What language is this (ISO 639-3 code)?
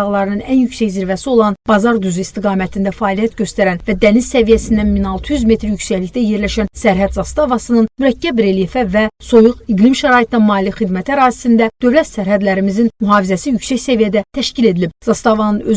aze